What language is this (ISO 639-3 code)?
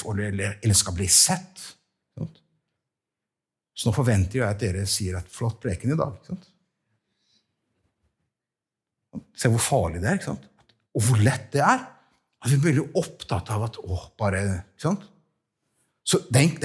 nor